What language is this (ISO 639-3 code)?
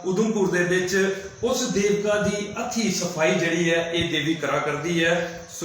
doi